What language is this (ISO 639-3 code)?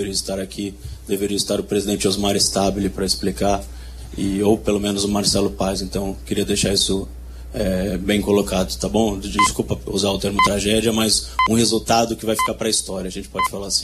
por